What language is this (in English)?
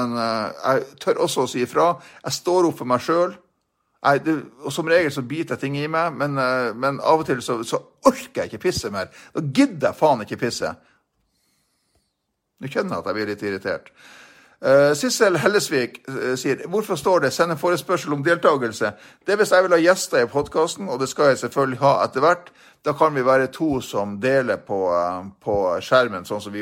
Norwegian